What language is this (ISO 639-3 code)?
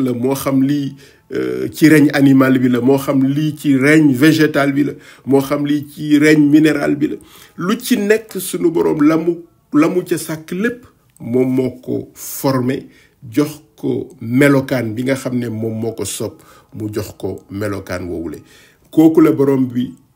wol